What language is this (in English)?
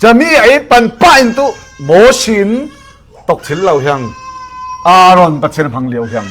Falam Chin